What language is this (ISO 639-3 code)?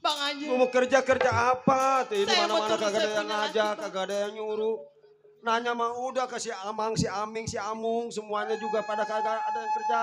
bew